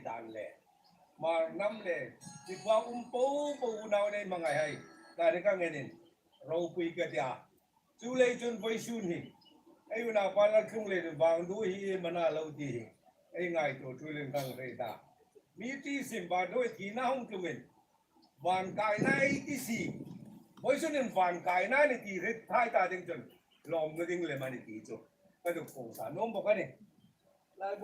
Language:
Hmar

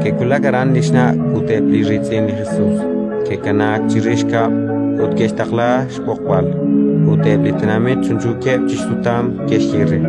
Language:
Kekchí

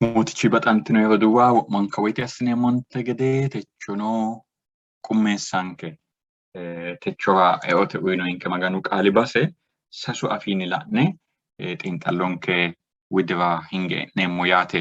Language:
Sidamo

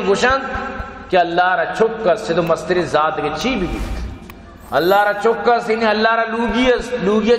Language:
Baluchi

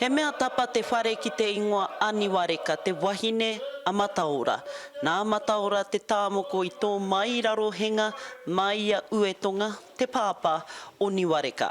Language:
Māori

